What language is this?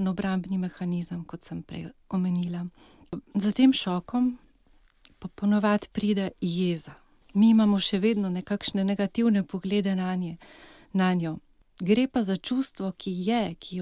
Slovenian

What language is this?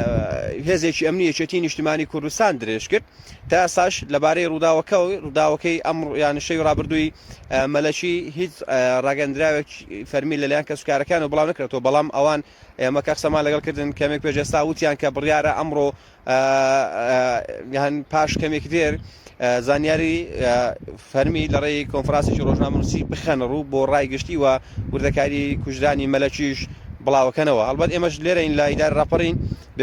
Central Kurdish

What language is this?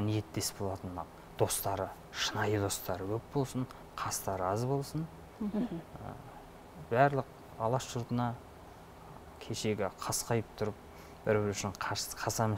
Kazakh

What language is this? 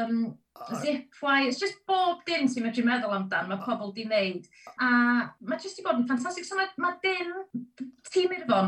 Welsh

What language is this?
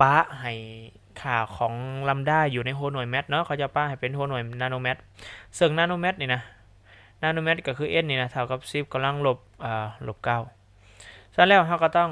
Lao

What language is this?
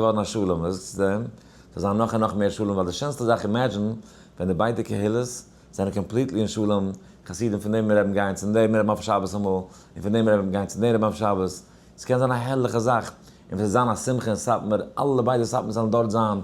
Yiddish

